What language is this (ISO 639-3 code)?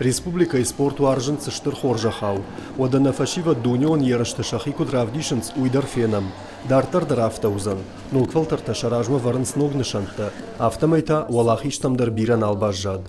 oss